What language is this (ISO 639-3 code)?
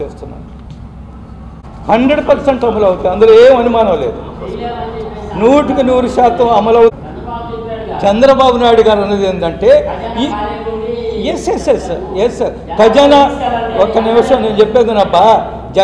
tel